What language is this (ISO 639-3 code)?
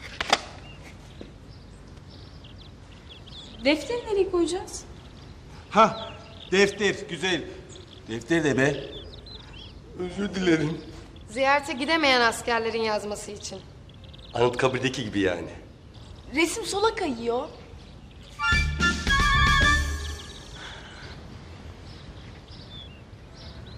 tur